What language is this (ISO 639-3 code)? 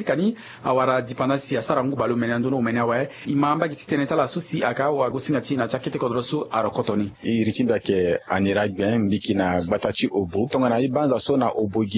sag